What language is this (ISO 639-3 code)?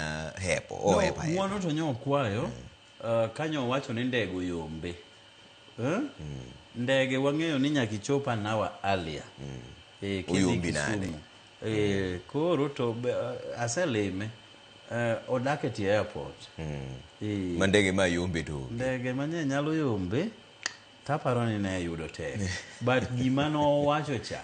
luo